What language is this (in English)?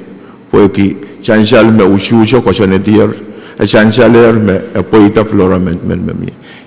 Pohnpeian